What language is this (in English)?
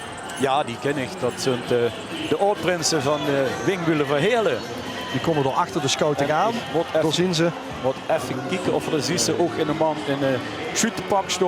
Limburgish